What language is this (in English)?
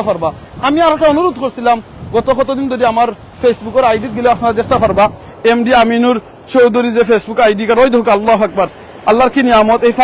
Sylheti